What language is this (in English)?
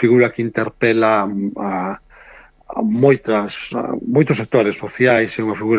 Galician